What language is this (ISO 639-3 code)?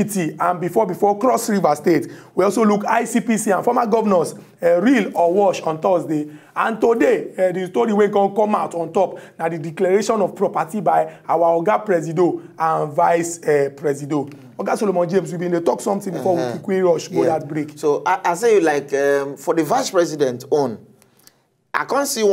pcm